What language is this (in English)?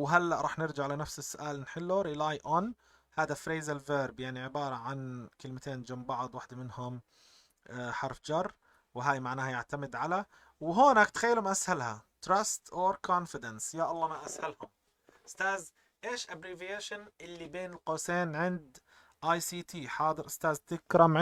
North Levantine Arabic